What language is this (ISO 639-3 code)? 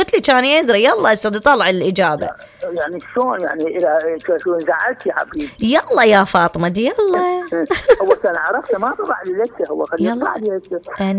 acm